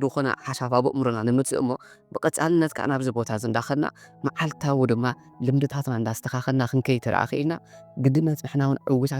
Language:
Tigrinya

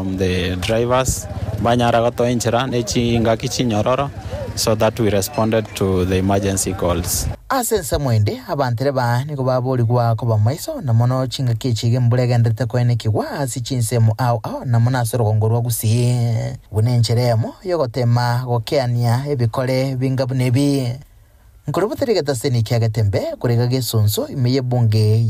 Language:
Gusii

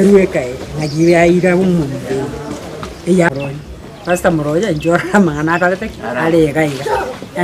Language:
Gusii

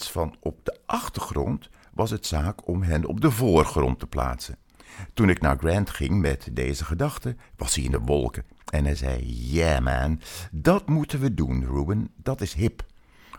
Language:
Dutch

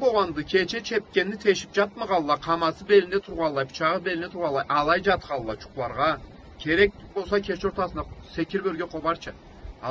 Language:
Karachay-Balkar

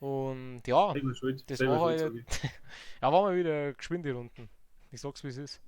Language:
Bavarian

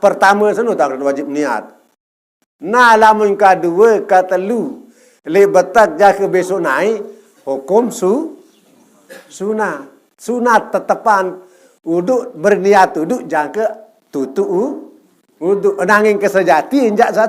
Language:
Sasak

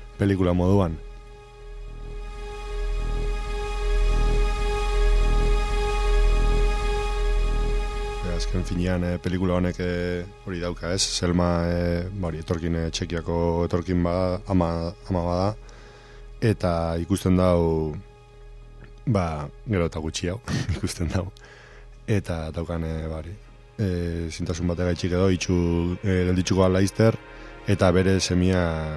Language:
Basque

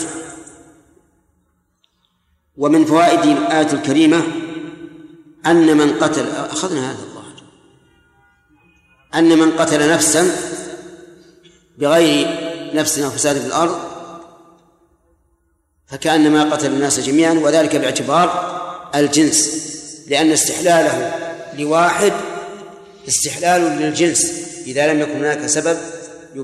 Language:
Arabic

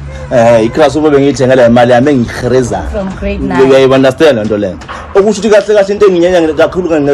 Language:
Zulu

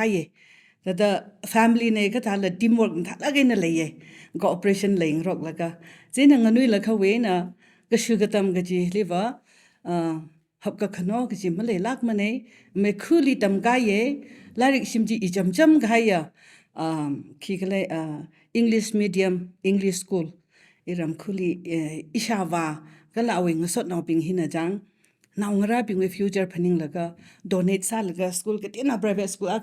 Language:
Tangkhul Naga (India)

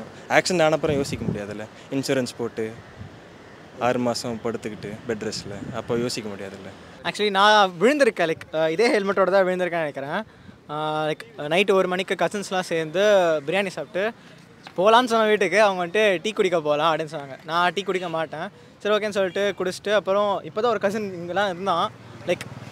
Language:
Tamil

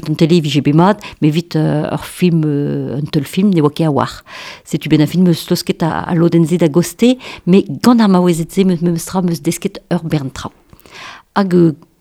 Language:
Breton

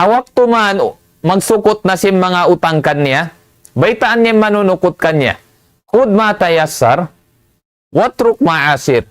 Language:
Tausug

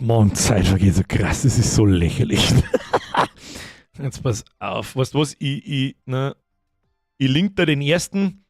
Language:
Bavarian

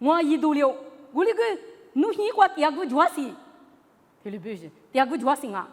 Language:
Lisu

